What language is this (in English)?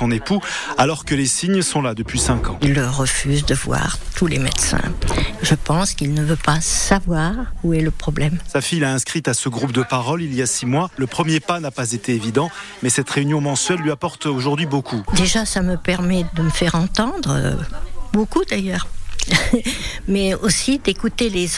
French